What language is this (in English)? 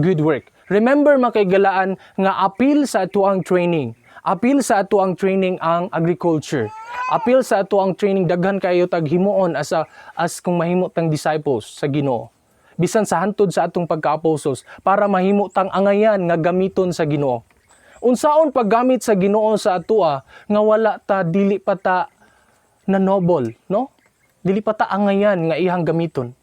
Cebuano